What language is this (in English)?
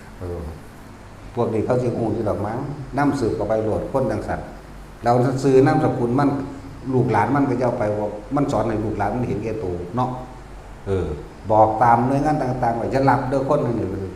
Northeastern Thai